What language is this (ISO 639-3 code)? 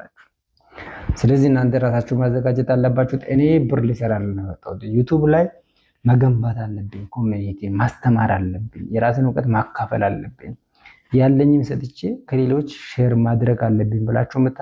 amh